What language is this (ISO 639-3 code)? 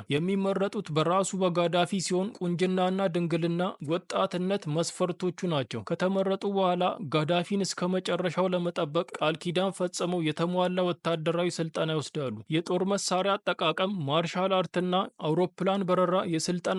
amh